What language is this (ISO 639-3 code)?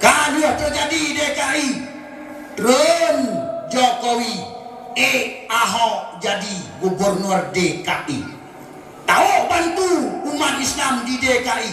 ace